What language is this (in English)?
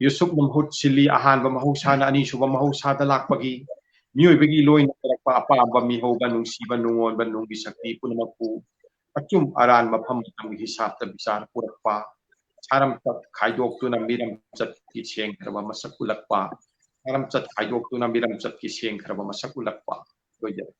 Manipuri